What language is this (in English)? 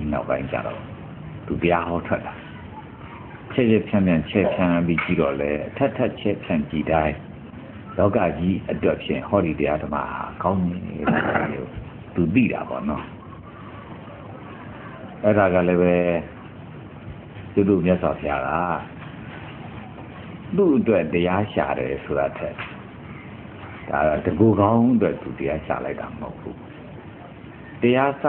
Burmese